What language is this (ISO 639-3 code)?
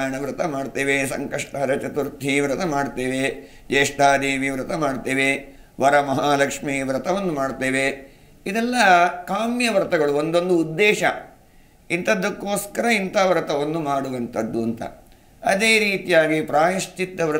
kan